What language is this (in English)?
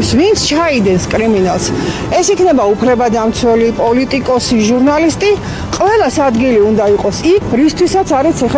Georgian